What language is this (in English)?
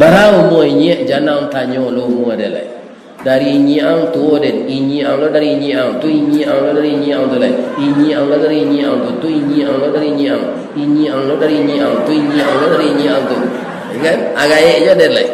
Minangkabau